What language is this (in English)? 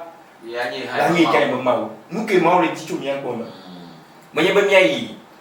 Ewe